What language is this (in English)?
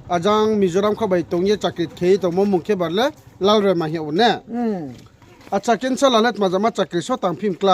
Riang (India)